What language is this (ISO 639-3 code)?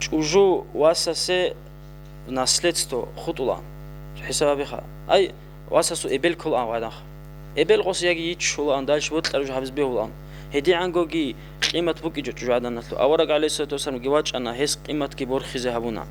ava